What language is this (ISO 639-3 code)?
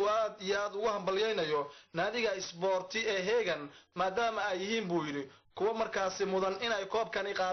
som